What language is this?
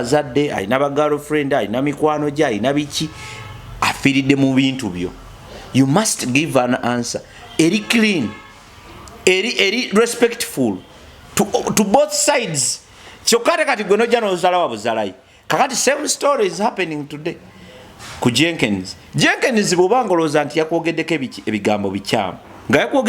Ganda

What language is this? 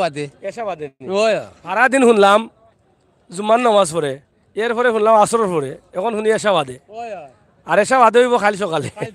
Sylheti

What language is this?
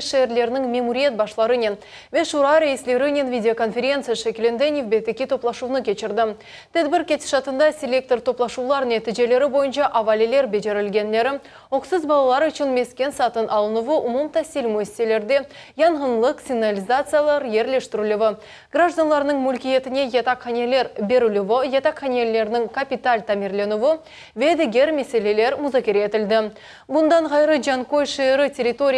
Crimean Tatar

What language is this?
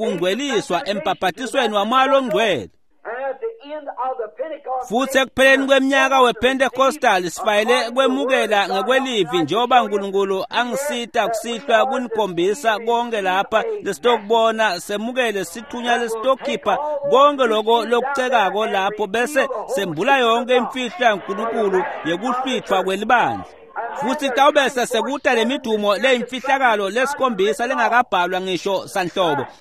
Swati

